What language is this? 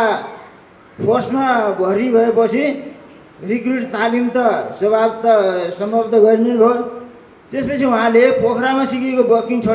Nepali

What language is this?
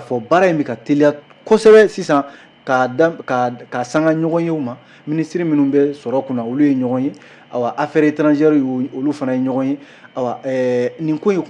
Bambara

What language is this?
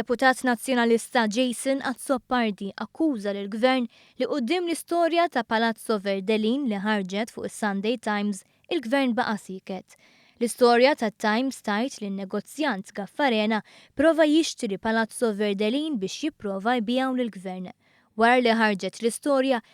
Maltese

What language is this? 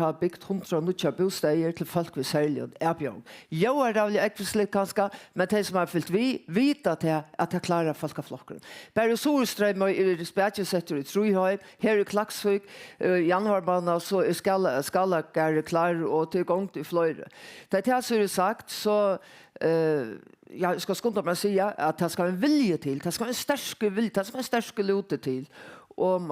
Faroese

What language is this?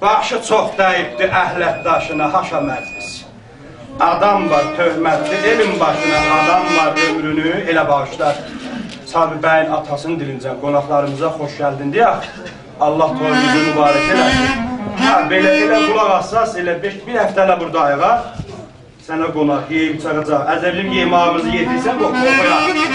South Azerbaijani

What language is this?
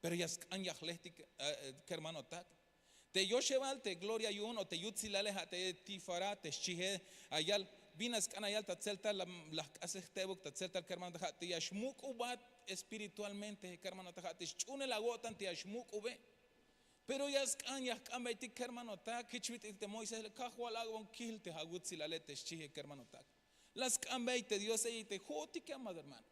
Tzeltal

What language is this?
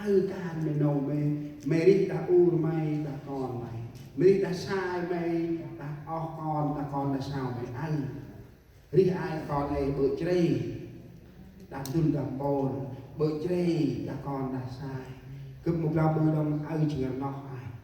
Central Mnong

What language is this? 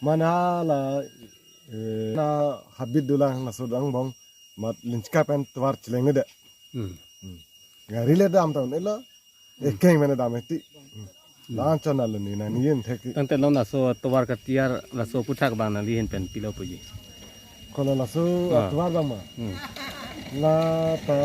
Karbi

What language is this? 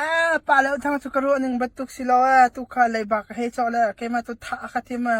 Hakha Chin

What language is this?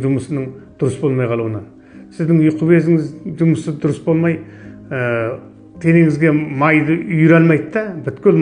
Kazakh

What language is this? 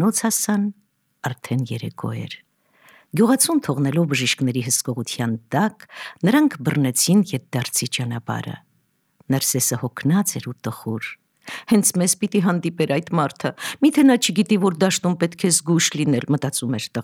Armenian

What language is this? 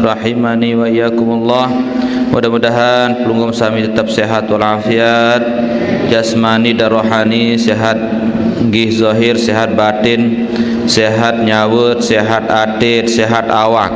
Sasak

